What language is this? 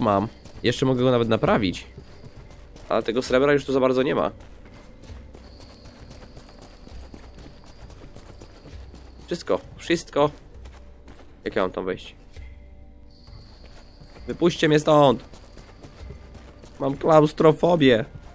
Polish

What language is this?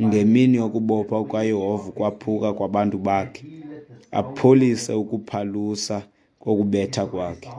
Xhosa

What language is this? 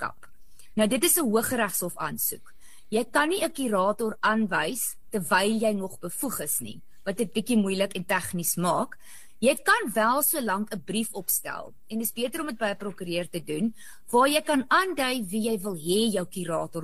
Afrikaans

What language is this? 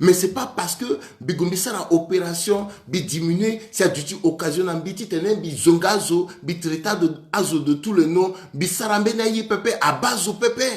Sango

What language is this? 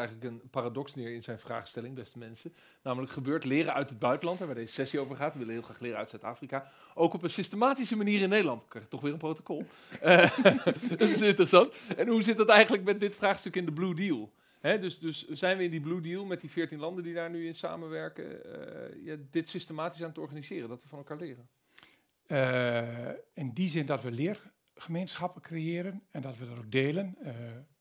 Dutch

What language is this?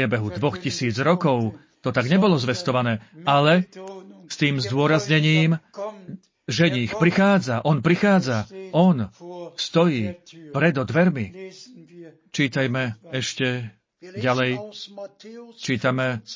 Slovak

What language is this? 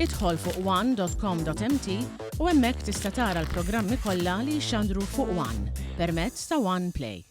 Maltese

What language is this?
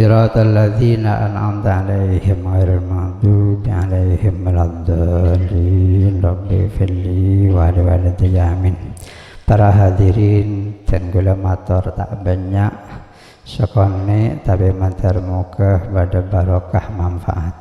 Madurese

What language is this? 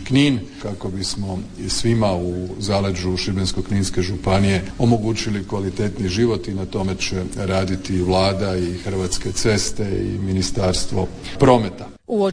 Croatian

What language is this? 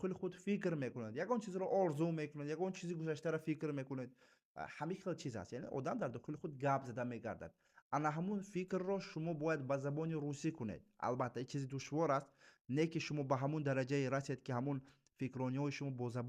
Tajik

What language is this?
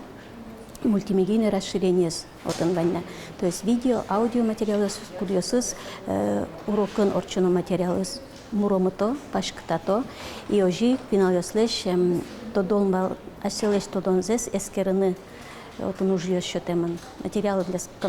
Udmurt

